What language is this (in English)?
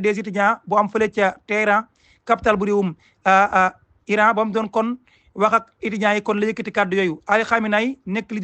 Wolof